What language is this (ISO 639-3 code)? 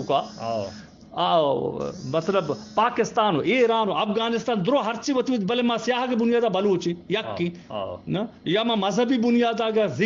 bgp